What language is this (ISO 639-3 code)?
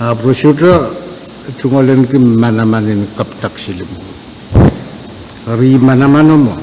pon